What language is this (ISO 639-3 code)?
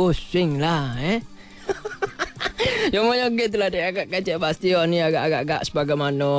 msa